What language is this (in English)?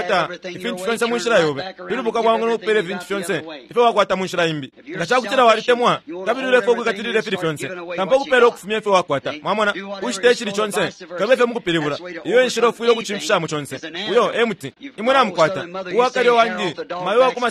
Bemba